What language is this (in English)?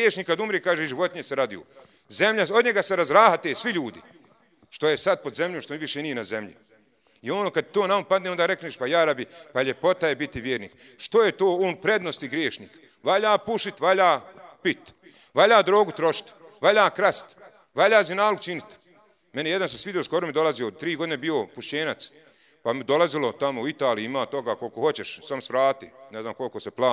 Bosnian